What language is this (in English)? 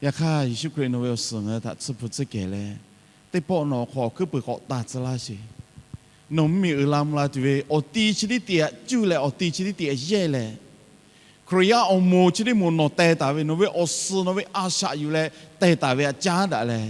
Lahu